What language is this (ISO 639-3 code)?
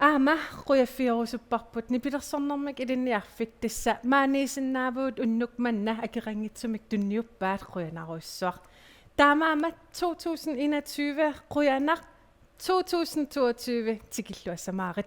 kal